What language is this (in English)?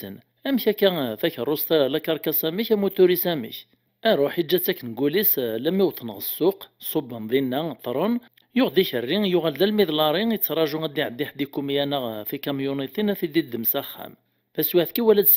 Kabyle